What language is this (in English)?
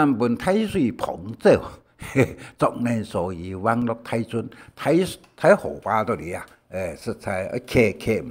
Hakka Chinese